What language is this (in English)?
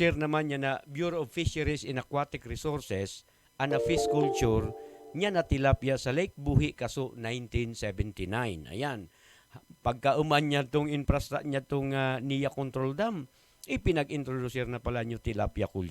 Buhi'non Bikol